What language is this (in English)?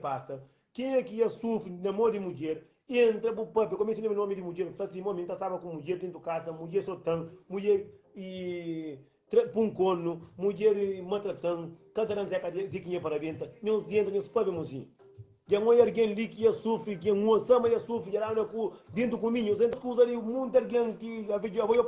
Kabuverdianu